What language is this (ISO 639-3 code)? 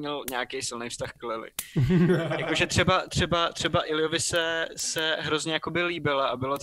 ces